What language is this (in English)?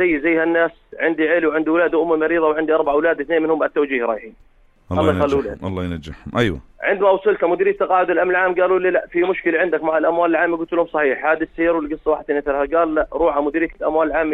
North Levantine Arabic